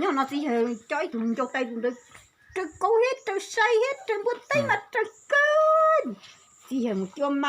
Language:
Hmong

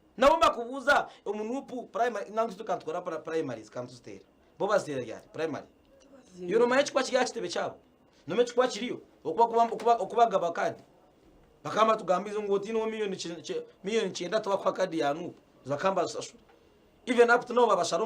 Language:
Nyankole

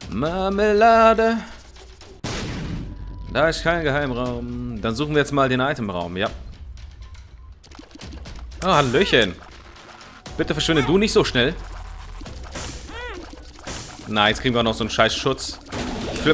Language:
German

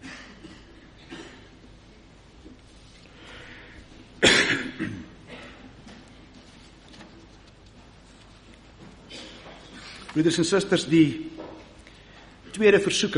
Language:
Afrikaans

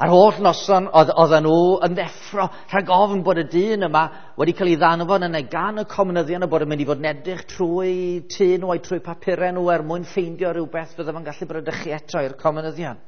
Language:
Welsh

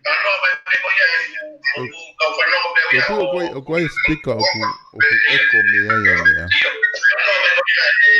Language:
Tongan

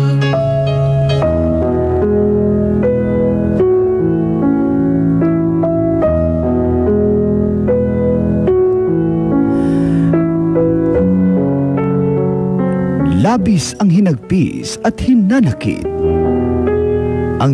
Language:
Filipino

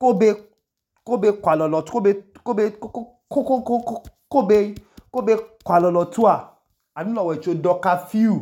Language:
Idoma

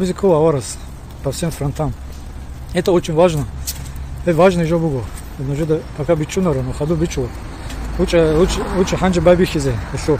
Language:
Avaric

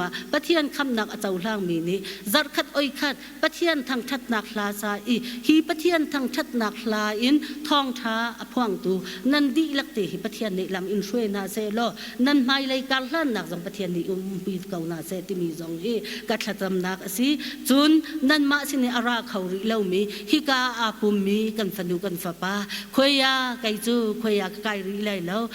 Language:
Hakha Chin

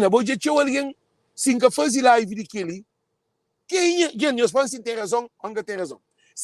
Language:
Kabuverdianu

